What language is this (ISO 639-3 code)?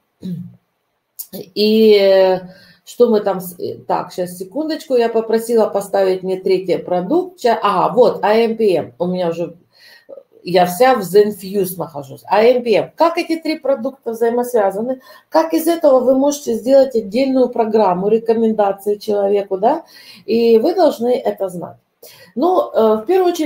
rus